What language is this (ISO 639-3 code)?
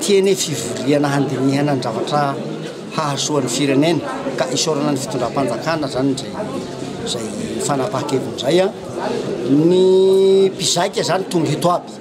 mlg